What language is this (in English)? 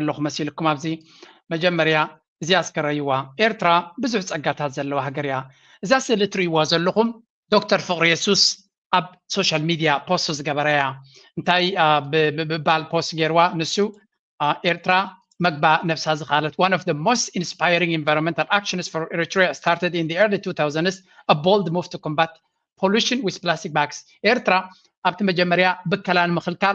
Tigrinya